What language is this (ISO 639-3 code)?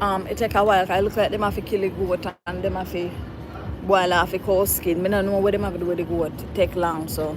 jam